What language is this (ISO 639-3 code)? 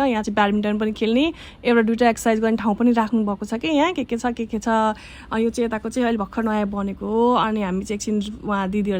nep